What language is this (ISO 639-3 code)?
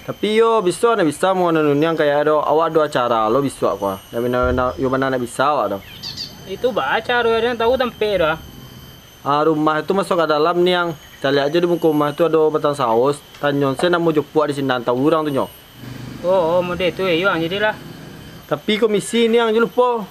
min